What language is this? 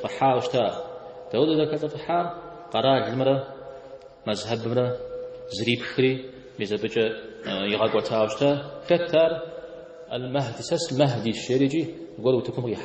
Kabardian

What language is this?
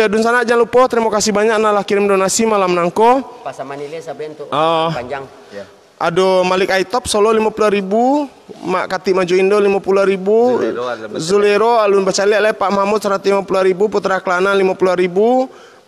Minangkabau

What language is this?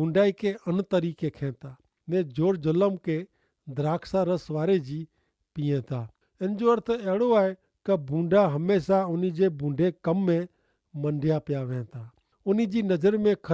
Kachhi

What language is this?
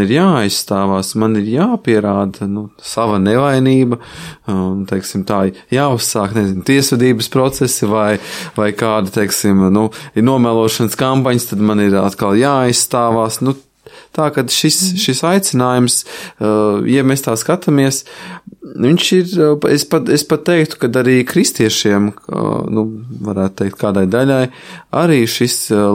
Latvian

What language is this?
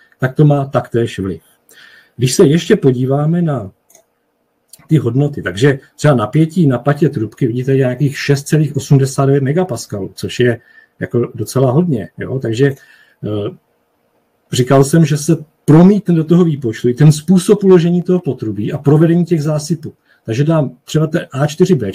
Czech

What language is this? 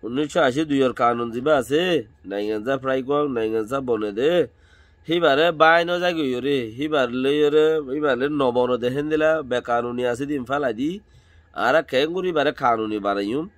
Rohingya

